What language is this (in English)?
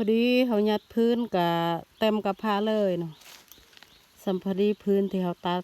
Lao